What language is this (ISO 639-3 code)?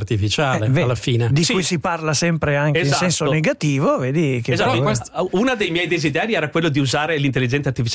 ita